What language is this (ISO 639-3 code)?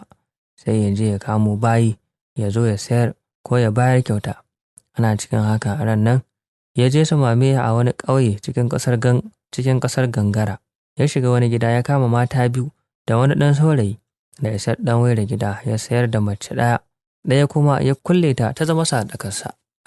hau